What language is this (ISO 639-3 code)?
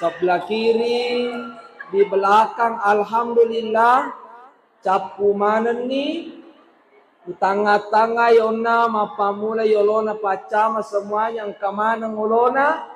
bug